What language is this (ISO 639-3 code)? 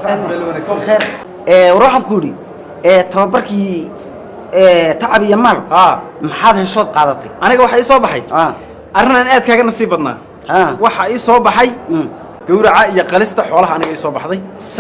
som